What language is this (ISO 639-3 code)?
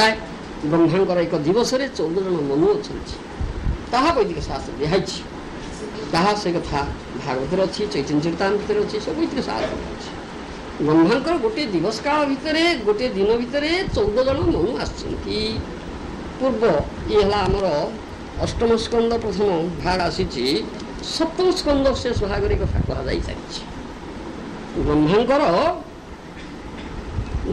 ori